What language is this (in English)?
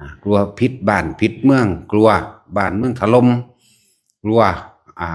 Lao